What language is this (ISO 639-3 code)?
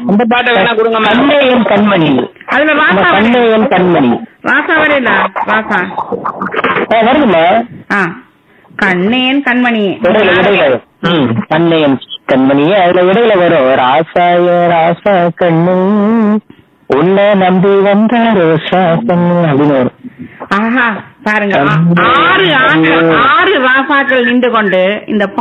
tam